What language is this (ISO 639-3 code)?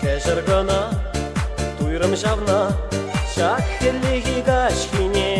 chv